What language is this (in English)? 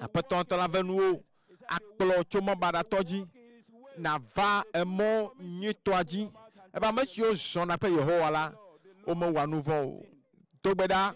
Ewe